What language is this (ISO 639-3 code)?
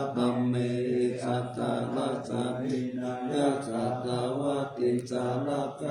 pli